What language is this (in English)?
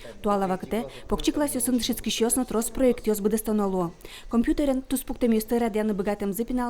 Udmurt